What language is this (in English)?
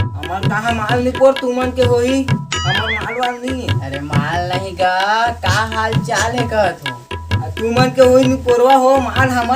Chhattisgarhi